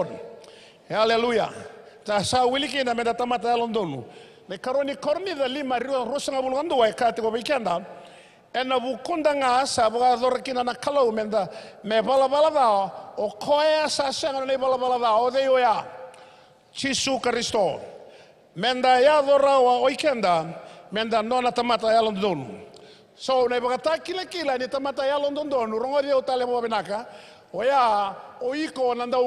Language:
Fijian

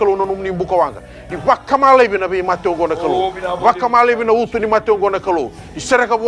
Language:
Fijian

